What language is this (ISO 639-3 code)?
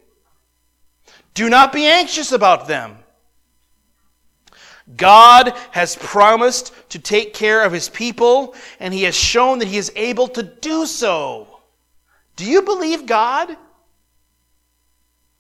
eng